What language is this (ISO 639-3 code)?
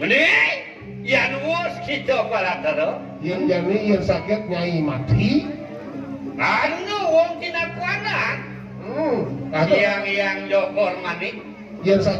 ban